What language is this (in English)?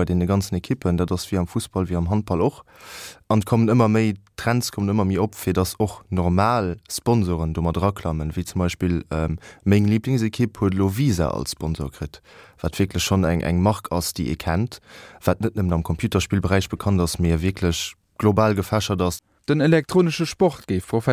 Luxembourgish